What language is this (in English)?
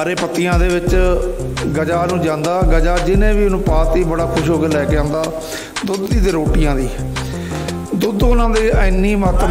Punjabi